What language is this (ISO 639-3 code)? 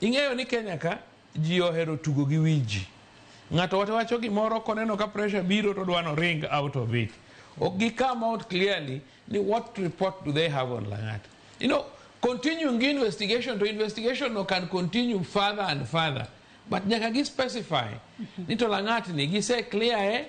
luo